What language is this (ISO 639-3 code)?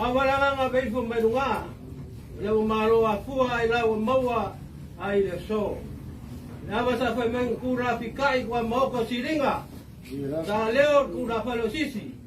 smo